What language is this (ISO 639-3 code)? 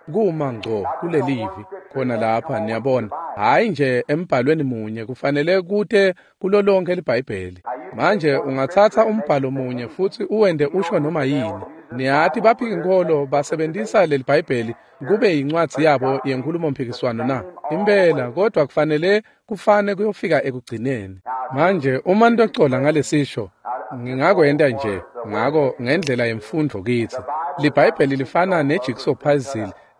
ssw